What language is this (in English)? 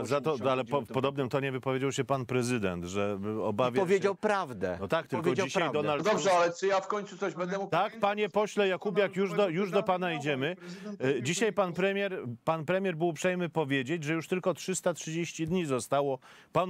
Polish